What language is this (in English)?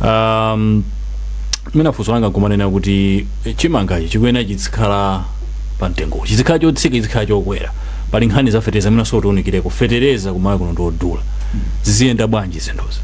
Nyanja